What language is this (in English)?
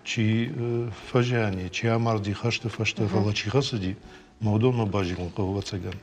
Ossetic